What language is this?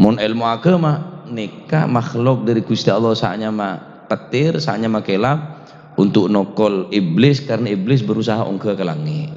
Madurese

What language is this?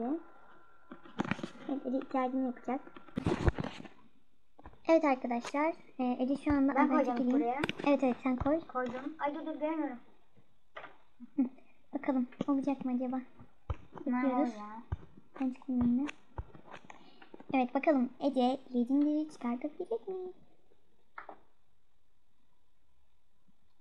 Turkish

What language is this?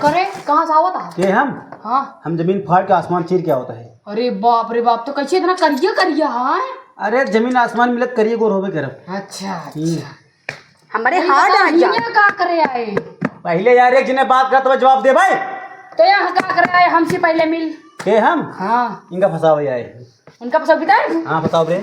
Awadhi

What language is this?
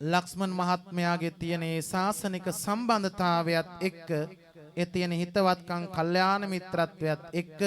Sinhala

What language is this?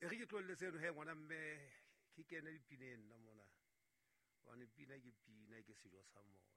Southern Sotho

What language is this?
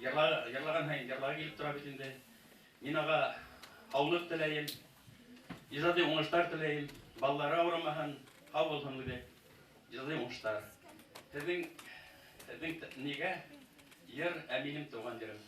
Bashkir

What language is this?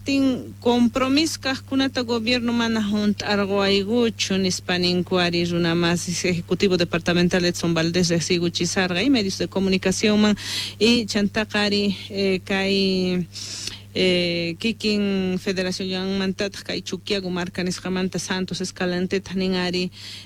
Quechua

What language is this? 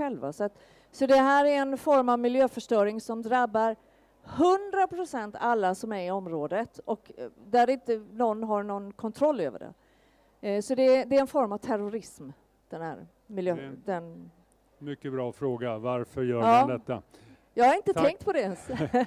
Swedish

